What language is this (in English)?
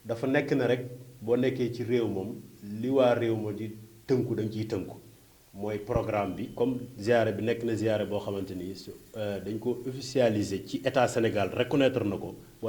Wolof